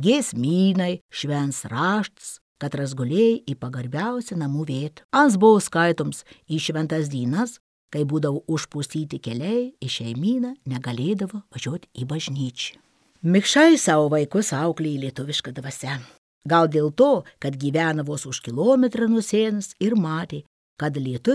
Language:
Lithuanian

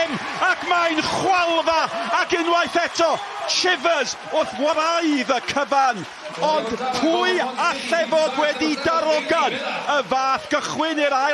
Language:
Welsh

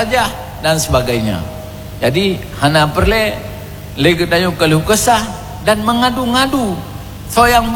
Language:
Achinese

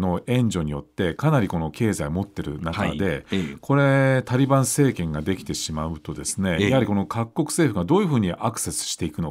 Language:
Japanese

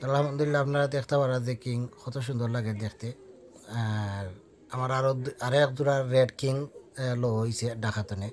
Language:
Sylheti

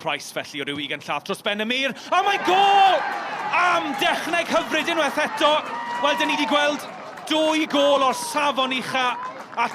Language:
Welsh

